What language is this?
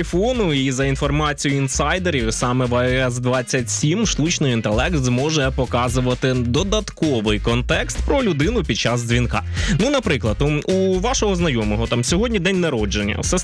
Ukrainian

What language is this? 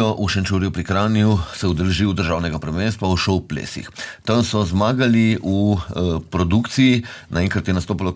Slovenian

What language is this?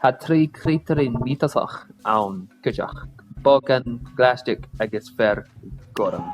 Scottish Gaelic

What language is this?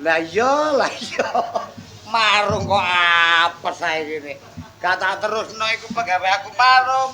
Javanese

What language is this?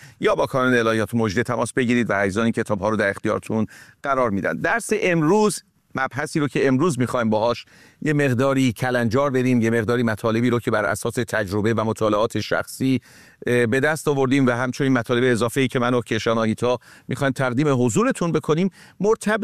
Persian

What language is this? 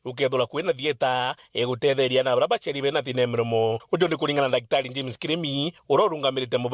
Meru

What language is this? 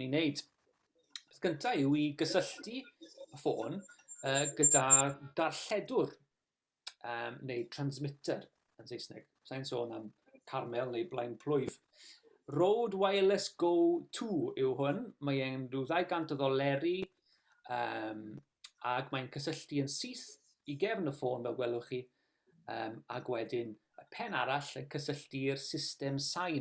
Welsh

